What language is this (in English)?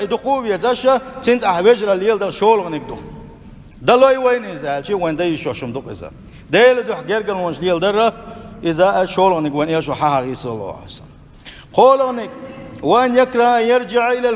Chechen